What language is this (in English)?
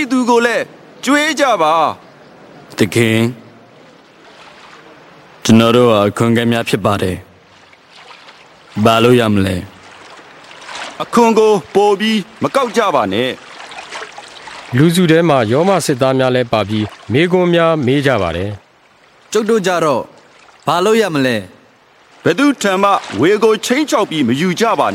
Burmese